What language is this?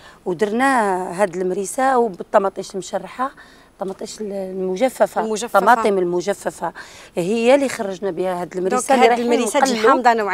Algerian Arabic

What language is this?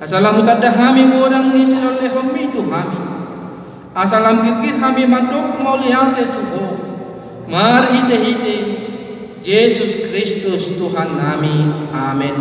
Batak Toba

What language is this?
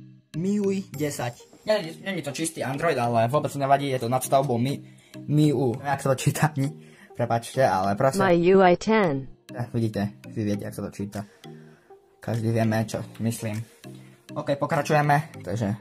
Slovak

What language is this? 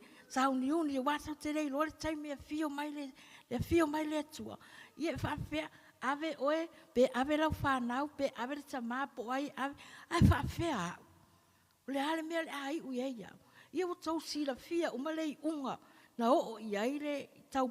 Samoan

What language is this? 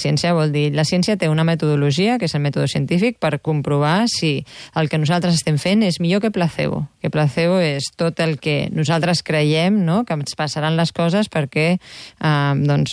Catalan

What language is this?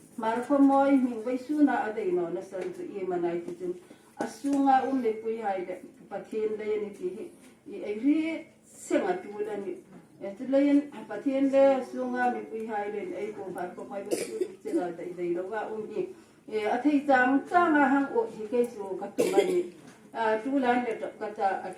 Hmar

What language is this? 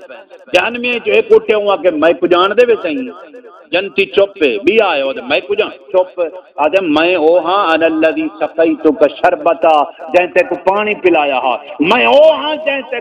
Saraiki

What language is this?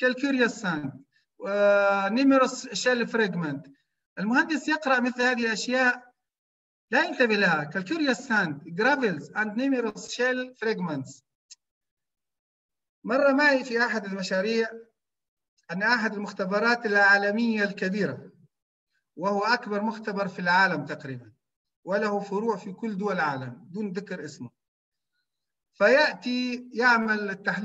Arabic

